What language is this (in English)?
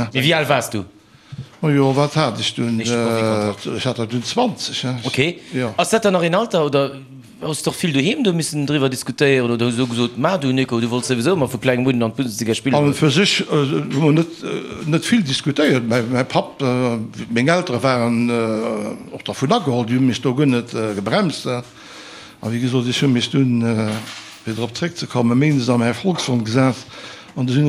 Luxembourgish